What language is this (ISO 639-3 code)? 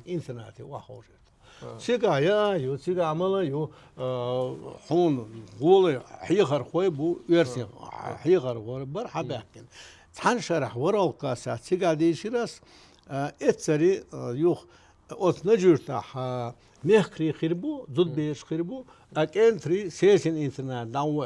che